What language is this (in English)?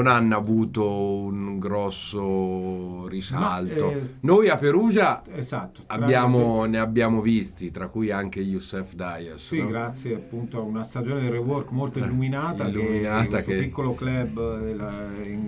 Italian